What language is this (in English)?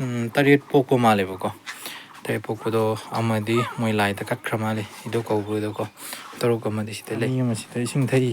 Manipuri